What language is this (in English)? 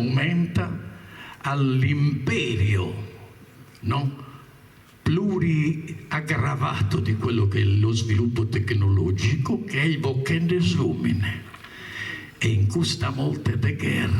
Sardinian